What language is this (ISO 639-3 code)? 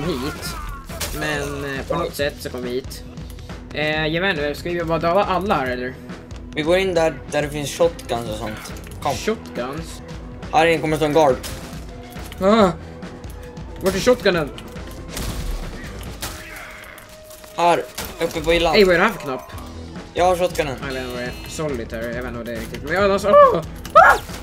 swe